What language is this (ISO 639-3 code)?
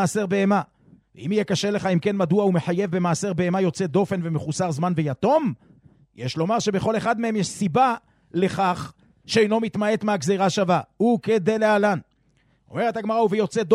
heb